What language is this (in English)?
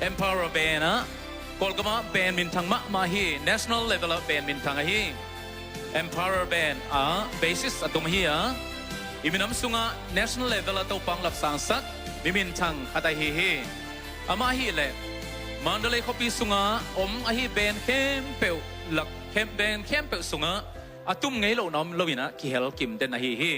Tedim Chin